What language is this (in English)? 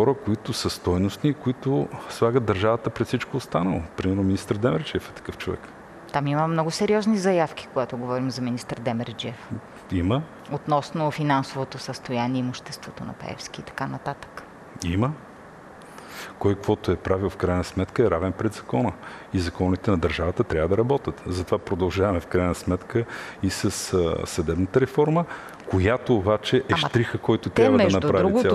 Bulgarian